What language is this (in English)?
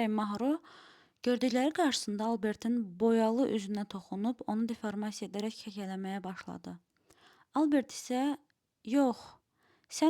Azerbaijani